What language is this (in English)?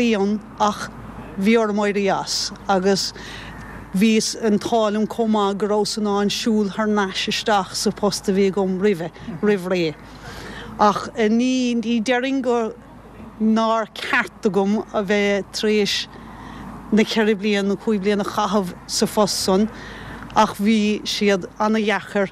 Irish